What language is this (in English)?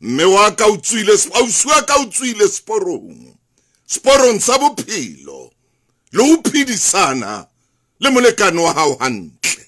Southern Sotho